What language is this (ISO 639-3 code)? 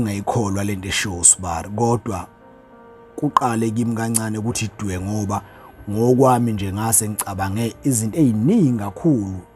zul